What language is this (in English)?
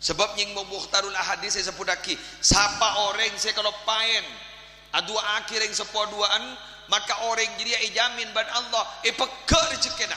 Madurese